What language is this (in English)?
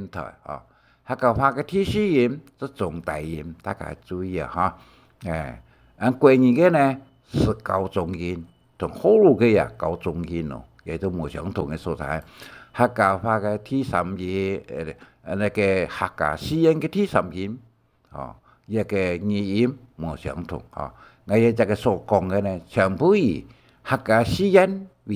Hakka Chinese